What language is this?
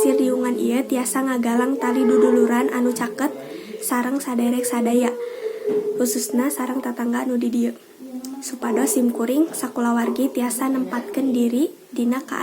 Sundanese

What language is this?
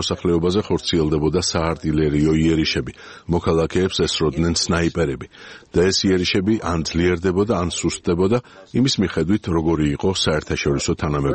Georgian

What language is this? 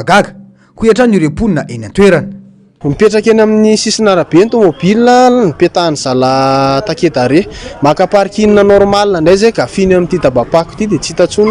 Malagasy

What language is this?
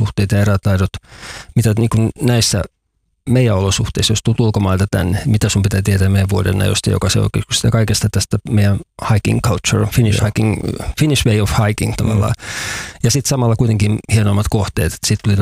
Finnish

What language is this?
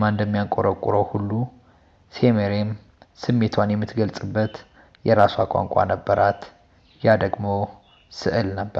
Amharic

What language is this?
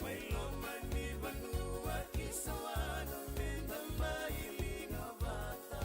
Fijian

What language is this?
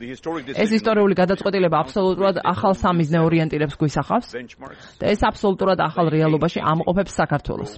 Georgian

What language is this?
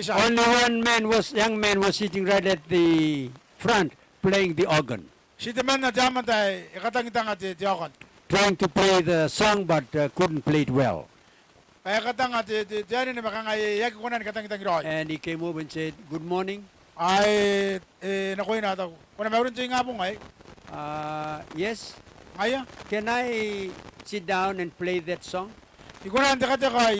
Gilbertese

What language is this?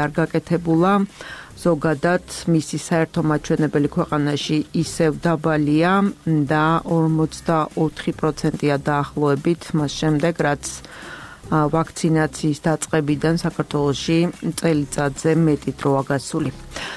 Georgian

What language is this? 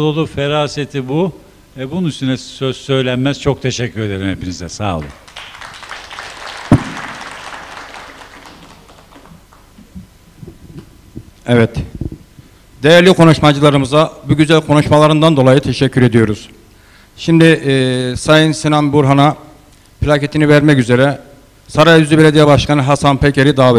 Turkish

